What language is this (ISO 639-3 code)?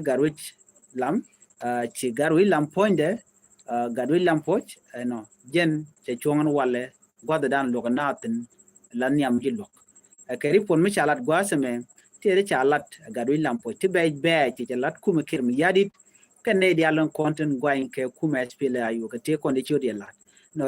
nus